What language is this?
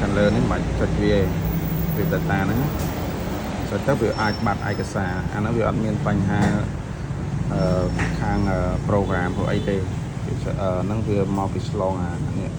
Khmer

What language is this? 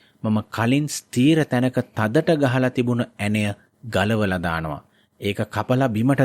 Sinhala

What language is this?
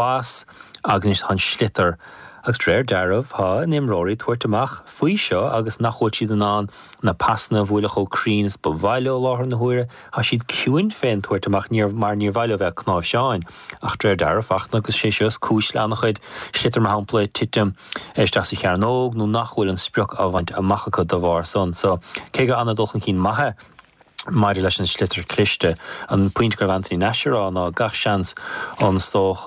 Irish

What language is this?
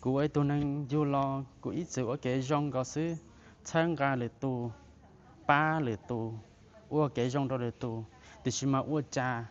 Hmong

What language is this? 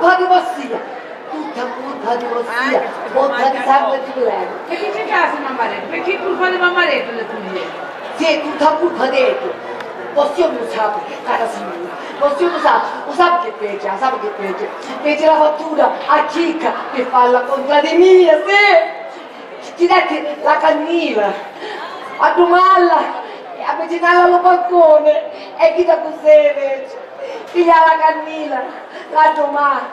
Sicilian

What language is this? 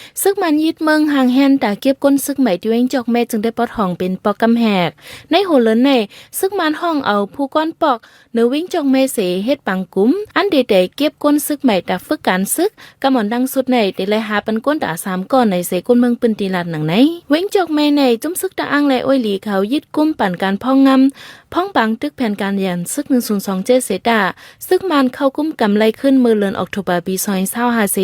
Shan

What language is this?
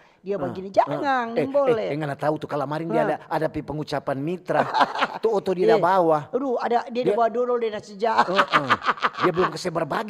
Manado Malay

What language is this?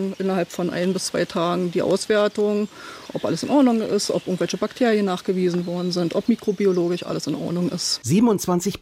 German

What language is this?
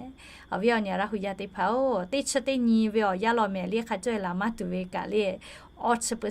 Lahu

